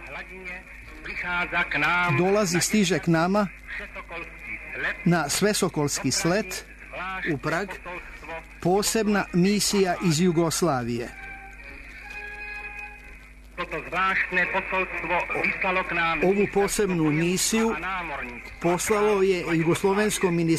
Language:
Serbian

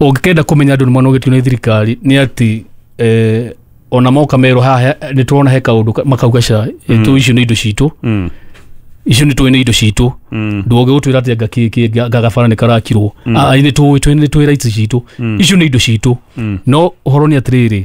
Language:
Kikuyu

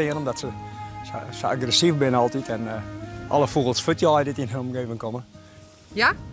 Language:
Western Frisian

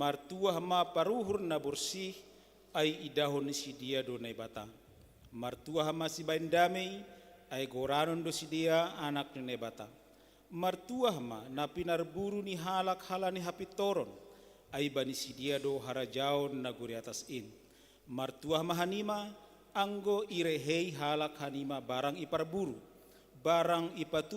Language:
Batak Simalungun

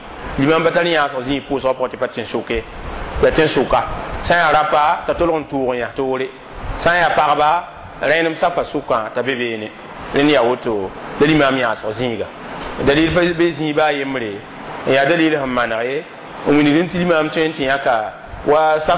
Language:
Mossi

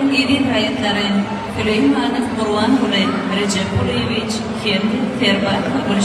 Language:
Turkmen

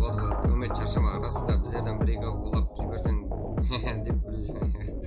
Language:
Kara-Kalpak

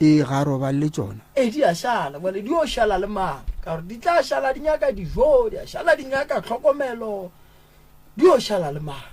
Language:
Northern Sotho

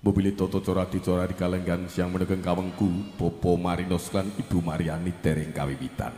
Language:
Javanese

